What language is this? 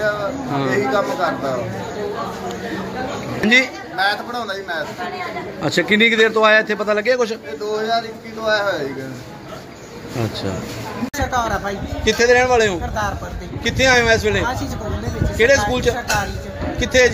Punjabi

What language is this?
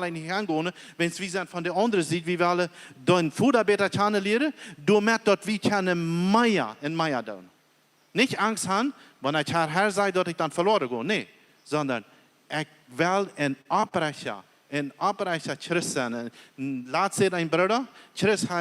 Plautdietsch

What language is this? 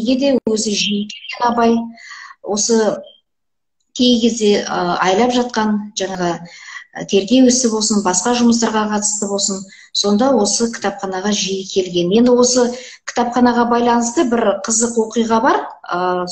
Kazakh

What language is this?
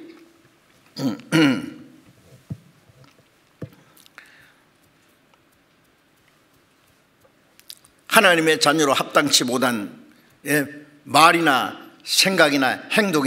Korean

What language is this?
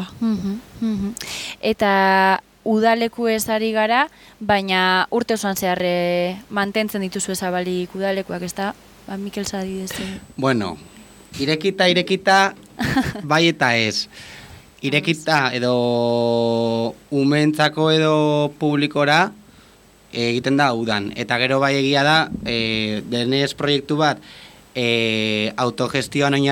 Basque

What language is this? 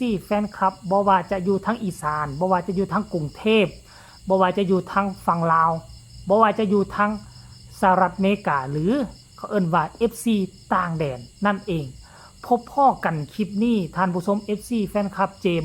Northeastern Thai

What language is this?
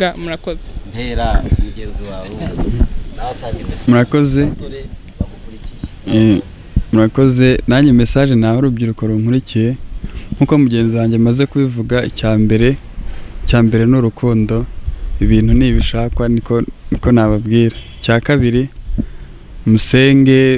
Kinyarwanda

